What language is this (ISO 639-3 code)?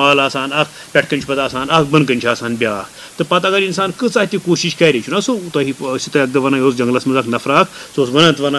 kas